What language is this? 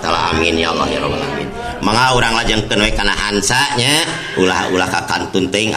Sundanese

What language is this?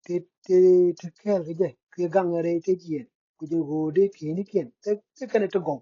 Nuer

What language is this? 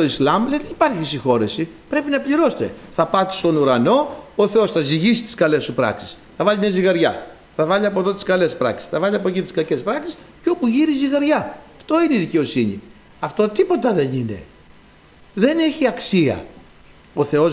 Greek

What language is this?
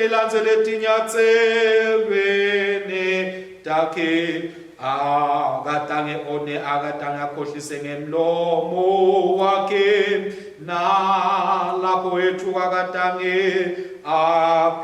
Swati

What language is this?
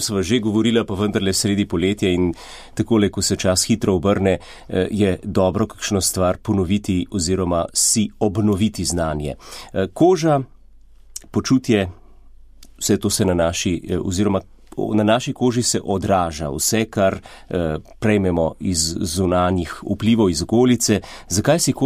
Slovenian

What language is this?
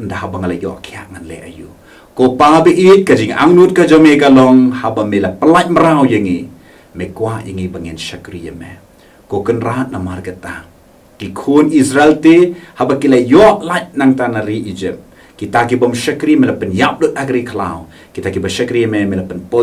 Khasi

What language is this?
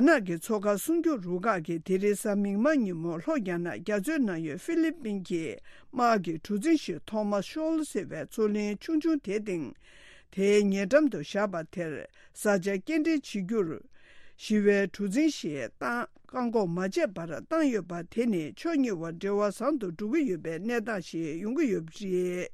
Tibetan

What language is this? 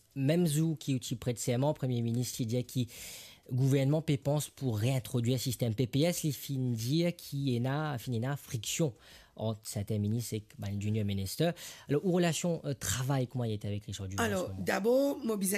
Morisyen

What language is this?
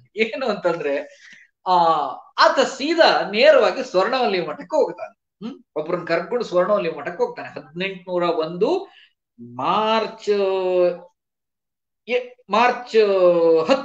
Kannada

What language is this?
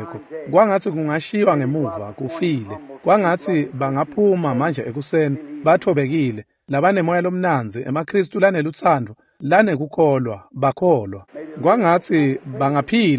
Swati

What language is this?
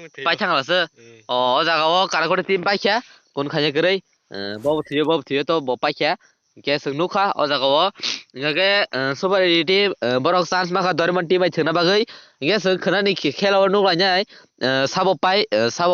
Kok Borok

